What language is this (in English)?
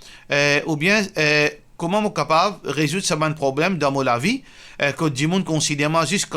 Morisyen